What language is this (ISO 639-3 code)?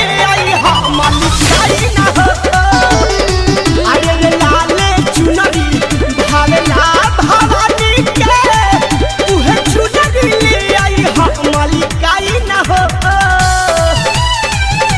bho